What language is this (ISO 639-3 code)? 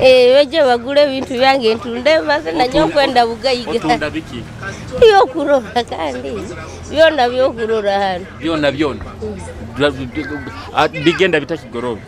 nyo